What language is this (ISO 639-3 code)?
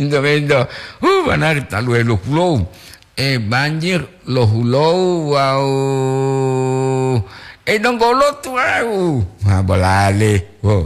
gor